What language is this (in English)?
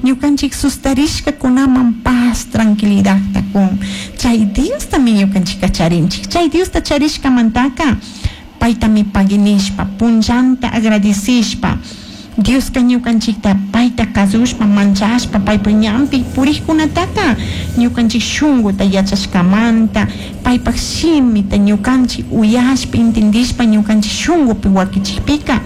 Chimborazo Highland Quichua